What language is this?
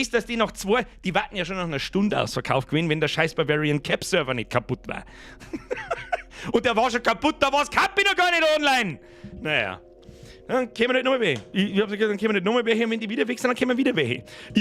Bavarian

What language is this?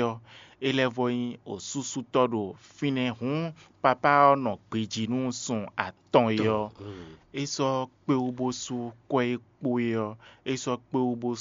Fon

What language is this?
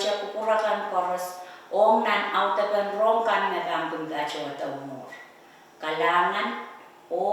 Pohnpeian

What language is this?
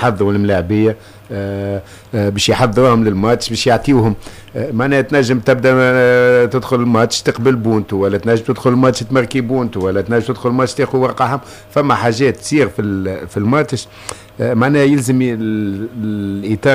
Tunisian Arabic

